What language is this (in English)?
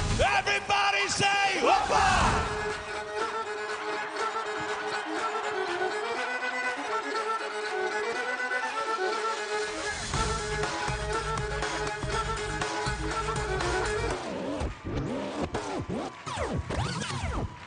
Greek